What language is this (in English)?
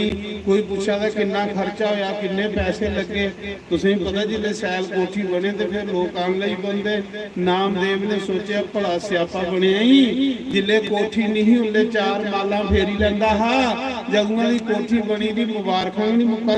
Dogri